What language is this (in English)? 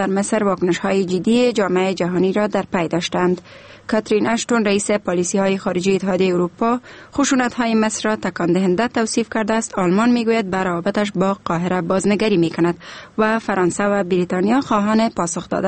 Persian